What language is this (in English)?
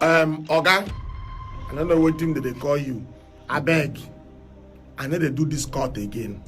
Nigerian Pidgin